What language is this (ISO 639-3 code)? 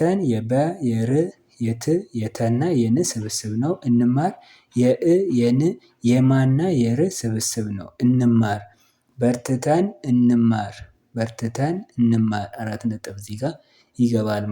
amh